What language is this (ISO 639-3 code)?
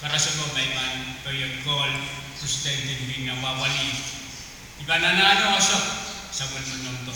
pon